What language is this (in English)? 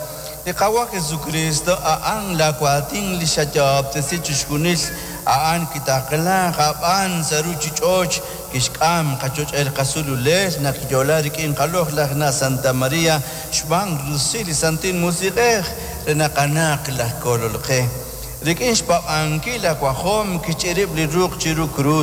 Kekchí